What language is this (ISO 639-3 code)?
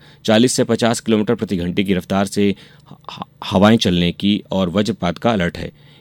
hin